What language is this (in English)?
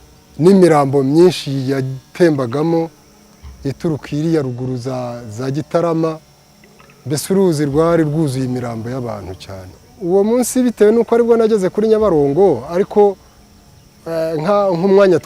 Kinyarwanda